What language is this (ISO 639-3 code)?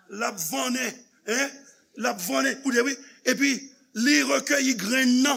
hat